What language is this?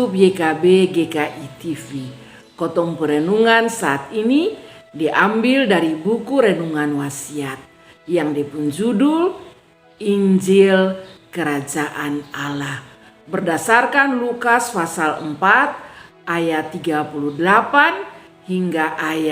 Kupang Malay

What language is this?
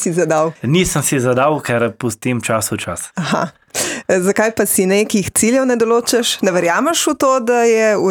Slovenian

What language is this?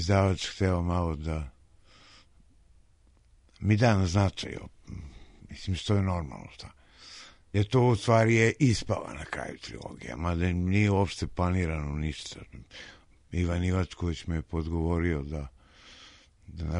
Serbian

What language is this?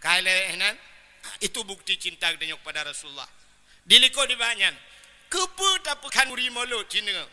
Achinese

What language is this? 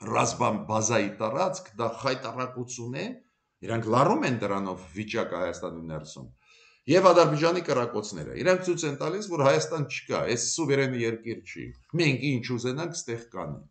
Armenian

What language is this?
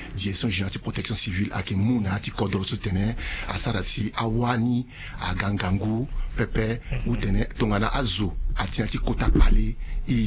Sango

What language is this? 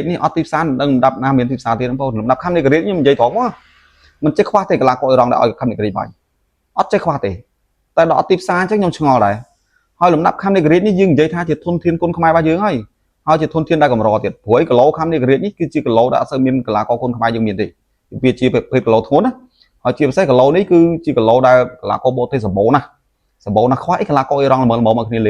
Khmer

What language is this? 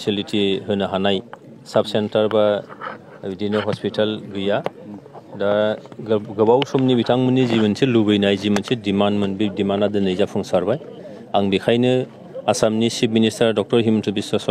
Bodo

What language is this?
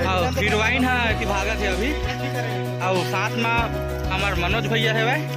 Chhattisgarhi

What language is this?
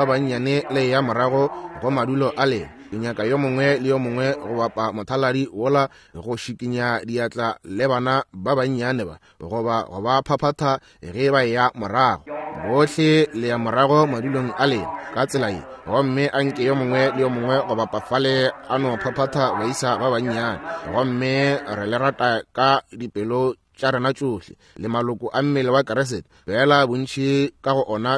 Northern Sotho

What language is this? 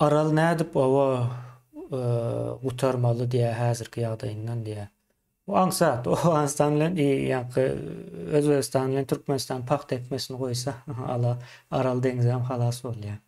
Turkmen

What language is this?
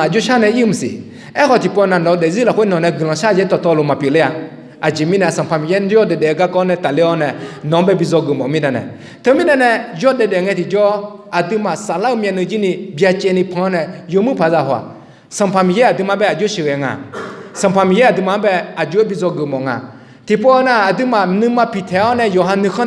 Akha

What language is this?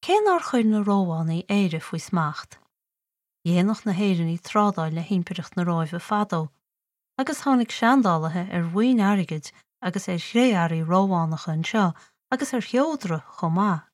Irish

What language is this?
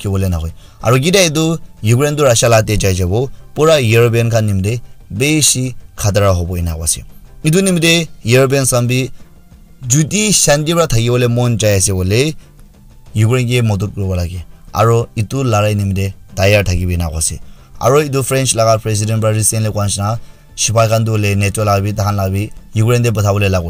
Naga Pidgin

